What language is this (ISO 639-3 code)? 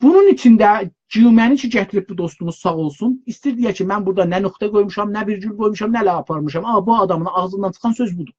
azb